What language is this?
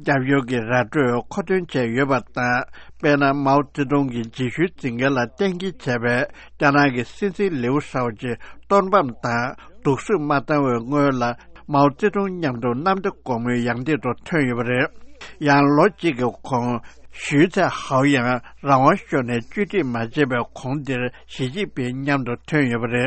Tibetan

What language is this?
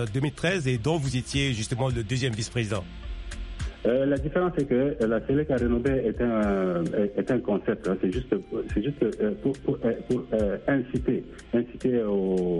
French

